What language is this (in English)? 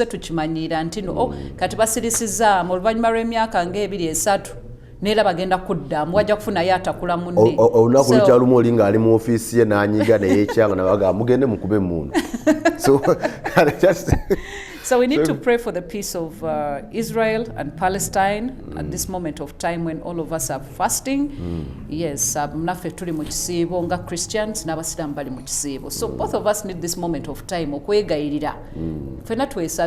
Ganda